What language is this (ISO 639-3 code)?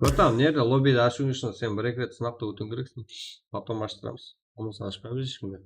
kaa